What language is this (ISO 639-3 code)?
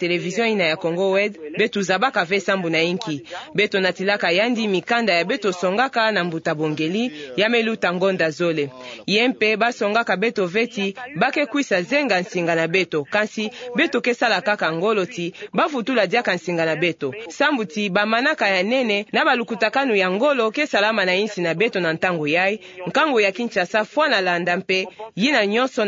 ktu